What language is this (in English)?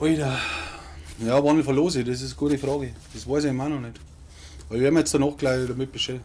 Bavarian